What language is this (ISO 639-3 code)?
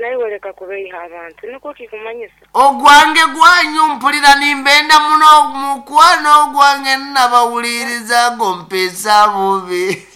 nyn